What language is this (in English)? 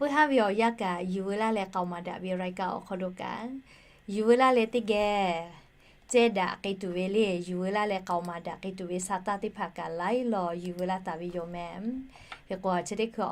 Lahu